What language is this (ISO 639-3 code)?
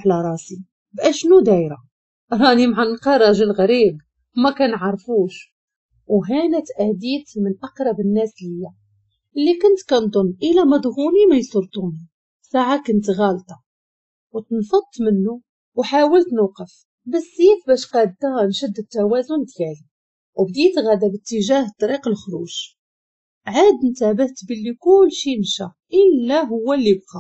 ary